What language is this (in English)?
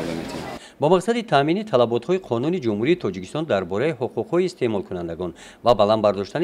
Tajik